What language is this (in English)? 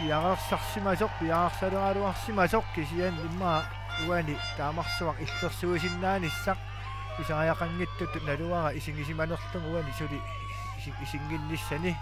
Kalaallisut